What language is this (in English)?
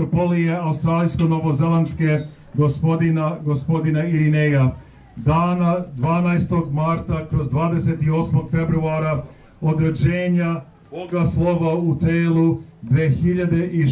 Serbian